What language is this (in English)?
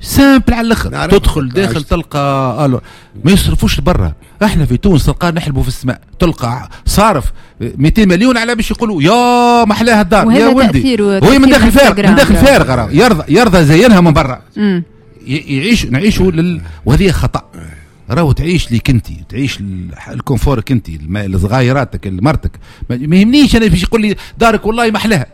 Tunisian Arabic